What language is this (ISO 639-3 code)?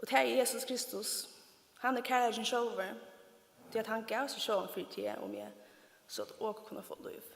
fao